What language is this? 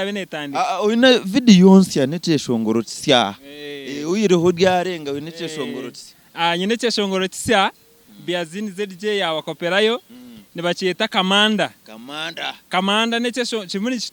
Nyankole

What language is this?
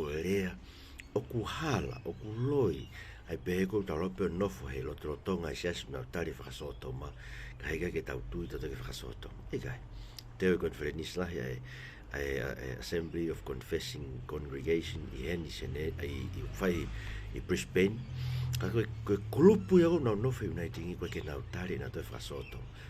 Tongan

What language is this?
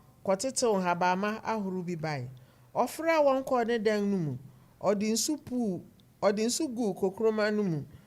Akan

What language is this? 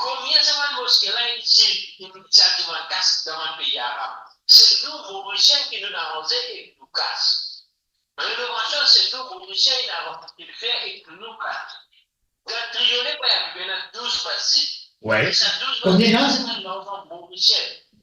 Morisyen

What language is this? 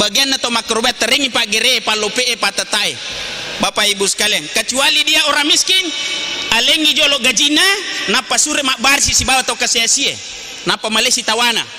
Buginese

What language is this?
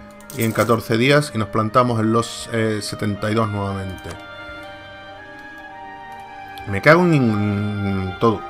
Spanish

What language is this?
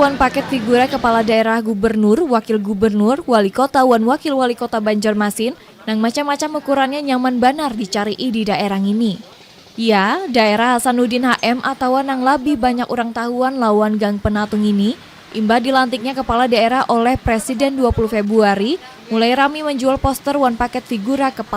Banjar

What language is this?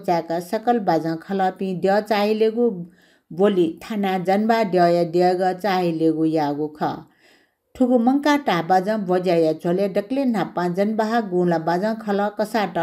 Newari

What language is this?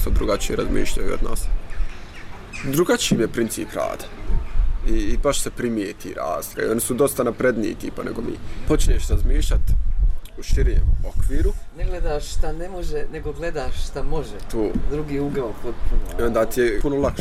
Bosnian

